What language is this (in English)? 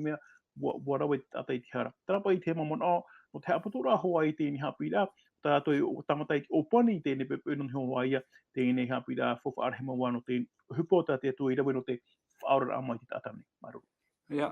Tahitian